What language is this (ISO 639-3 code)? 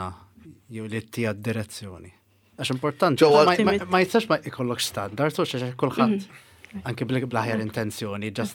mlt